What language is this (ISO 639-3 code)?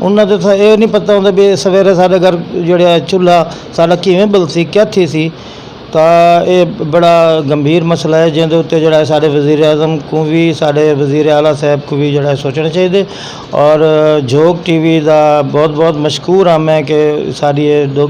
lah